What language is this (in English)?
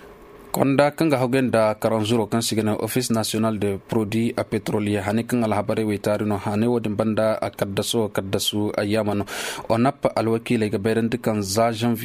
Koyraboro Senni